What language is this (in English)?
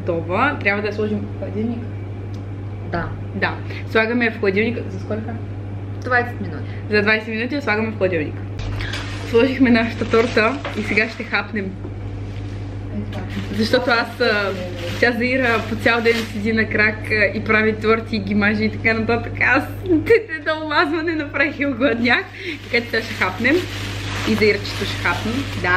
Bulgarian